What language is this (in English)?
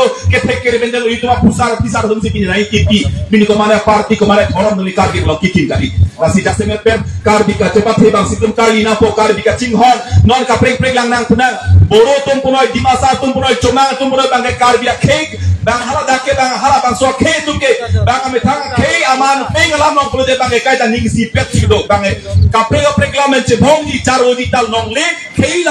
Karbi